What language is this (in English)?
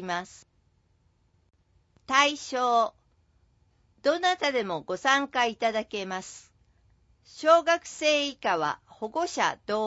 Japanese